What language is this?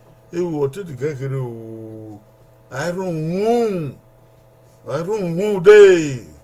Bini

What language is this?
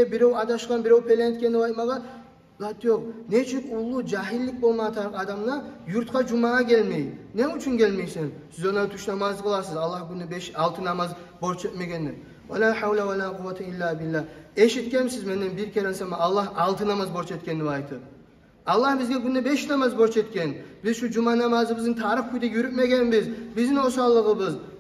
Kumyk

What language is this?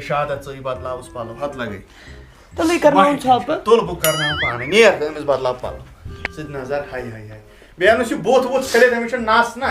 Kashmiri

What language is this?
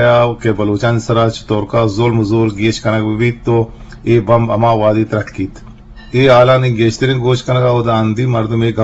Eastern Balochi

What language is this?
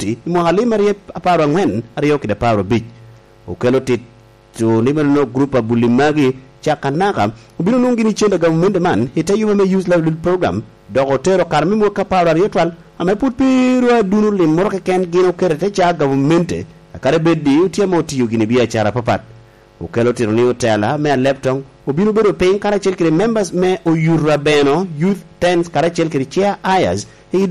Lango (Uganda)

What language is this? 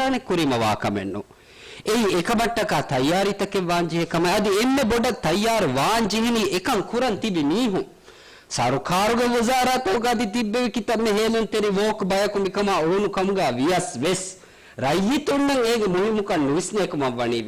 Divehi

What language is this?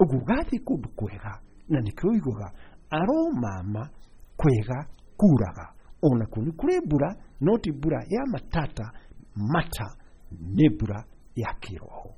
Kikuyu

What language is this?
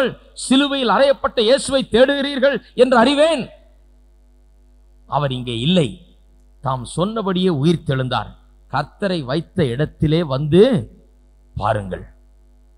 Tamil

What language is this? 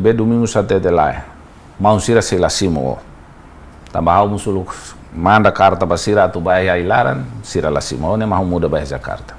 Tetum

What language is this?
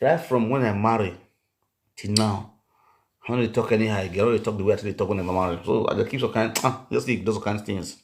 Nigerian Pidgin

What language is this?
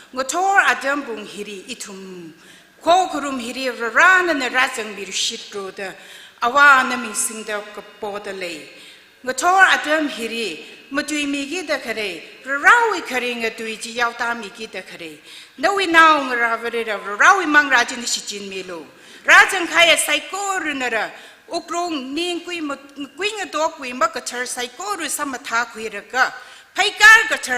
Tangkhul Naga (India)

